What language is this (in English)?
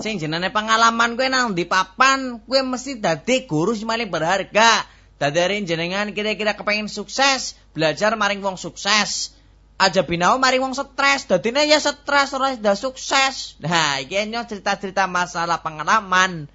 Javanese